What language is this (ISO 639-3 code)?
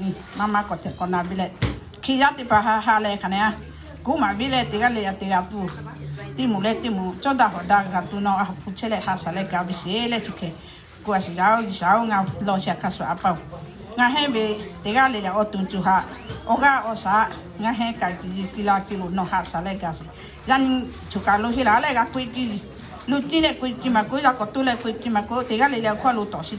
lhu